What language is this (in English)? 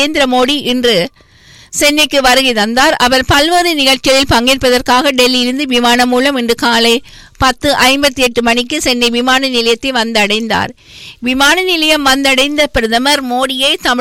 Tamil